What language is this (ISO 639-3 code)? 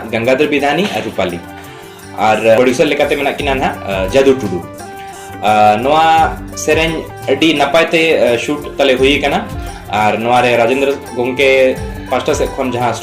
sat